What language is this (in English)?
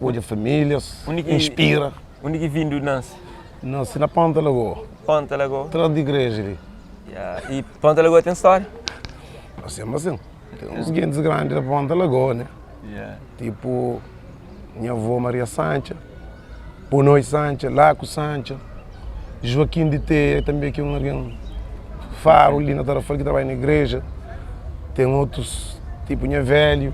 Kabuverdianu